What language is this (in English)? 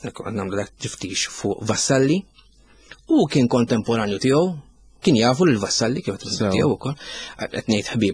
Maltese